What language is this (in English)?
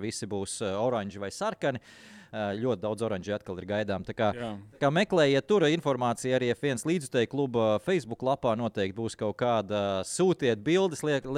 Latvian